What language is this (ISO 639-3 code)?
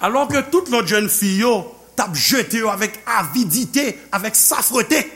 hat